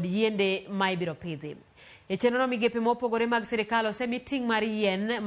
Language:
Luo (Kenya and Tanzania)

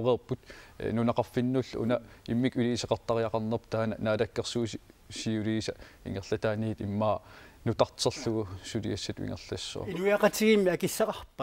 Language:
Kalaallisut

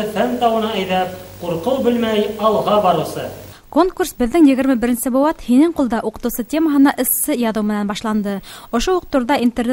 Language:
Bashkir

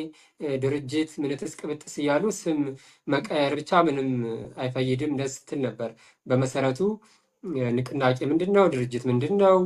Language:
Amharic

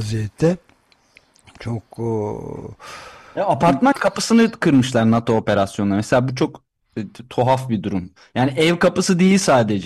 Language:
Turkish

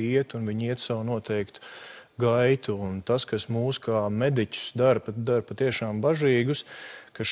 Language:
Latvian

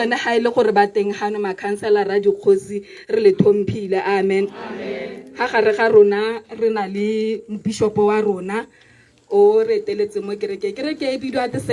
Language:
Tswana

